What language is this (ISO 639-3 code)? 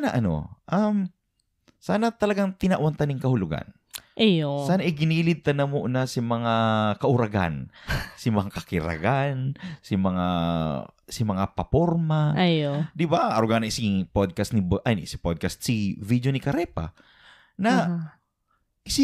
bik